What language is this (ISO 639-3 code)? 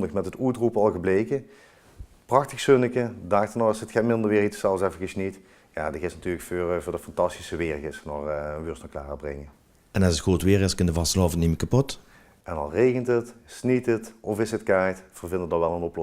lim